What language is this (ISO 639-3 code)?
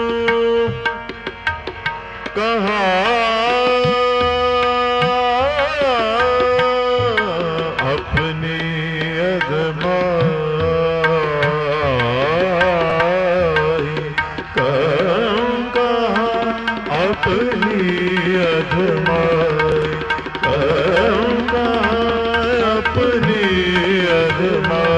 hin